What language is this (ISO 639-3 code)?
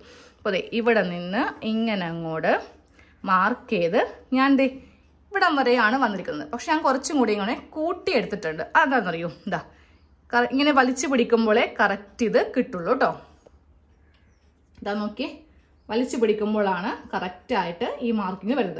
mal